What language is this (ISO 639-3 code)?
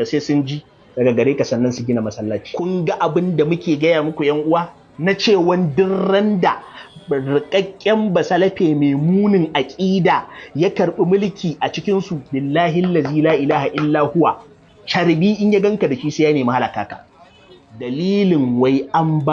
hau